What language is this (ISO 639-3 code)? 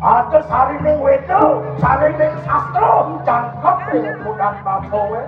ban